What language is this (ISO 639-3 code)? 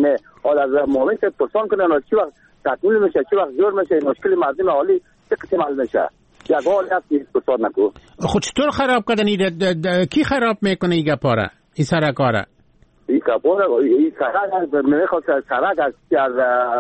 fas